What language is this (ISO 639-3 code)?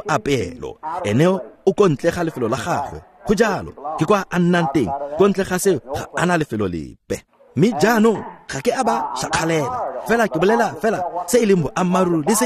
tsn